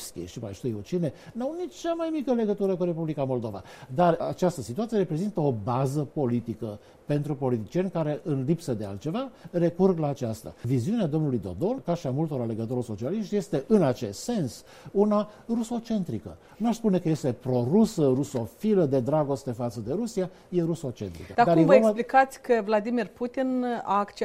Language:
Romanian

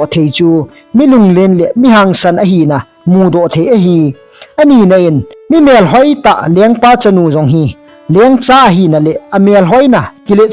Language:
Thado Chin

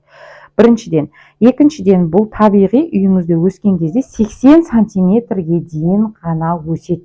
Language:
Kazakh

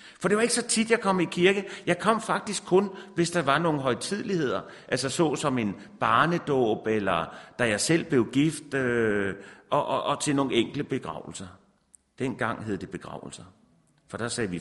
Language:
Danish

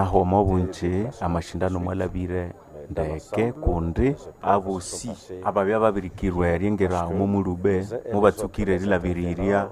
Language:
Nande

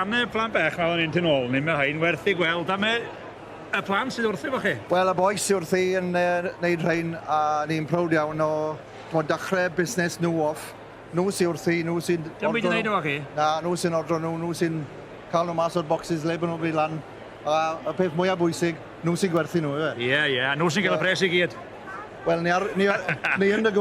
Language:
Welsh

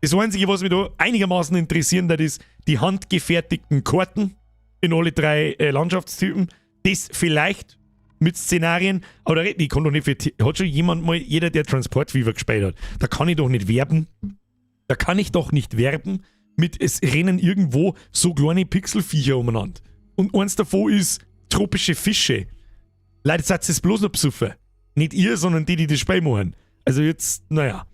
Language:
Bavarian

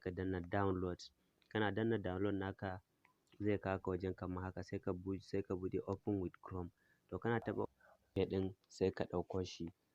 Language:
Hausa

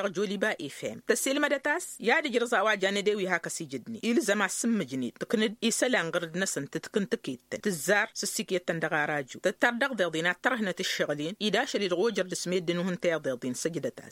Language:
Tamasheq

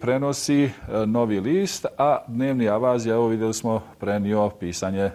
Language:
Bosnian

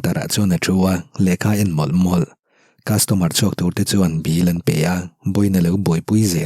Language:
Mizo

